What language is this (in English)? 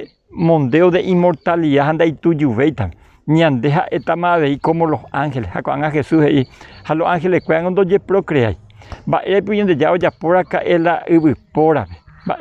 Guarani